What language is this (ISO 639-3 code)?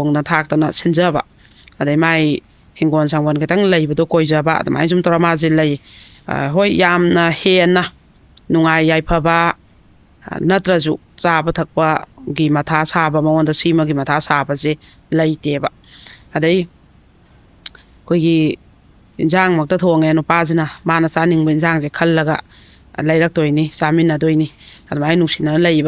mni